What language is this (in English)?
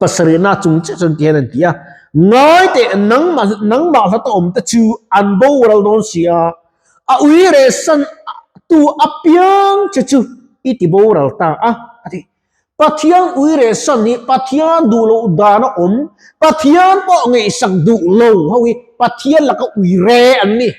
Mizo